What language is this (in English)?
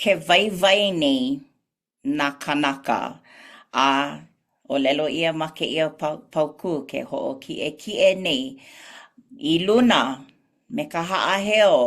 Hawaiian